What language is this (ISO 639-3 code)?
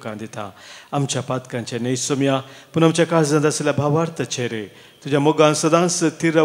kok